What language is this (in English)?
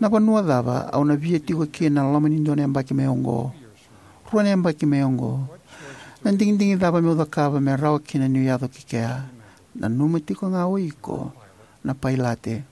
Fijian